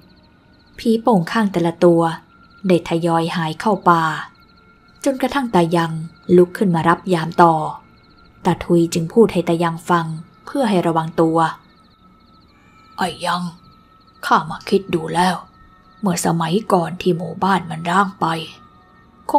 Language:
Thai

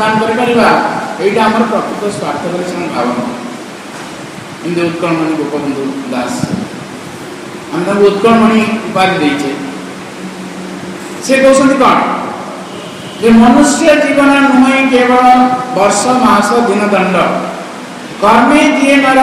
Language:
Odia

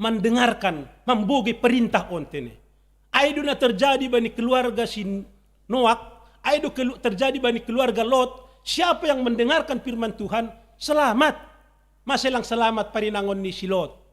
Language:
Batak Simalungun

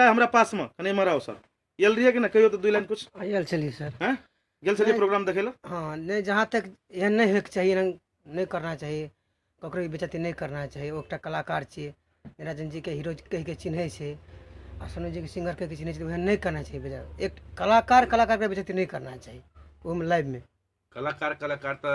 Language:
Maithili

